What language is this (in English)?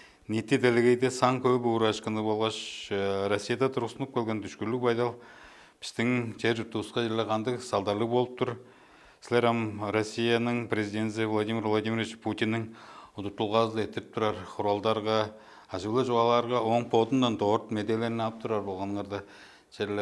Tuvinian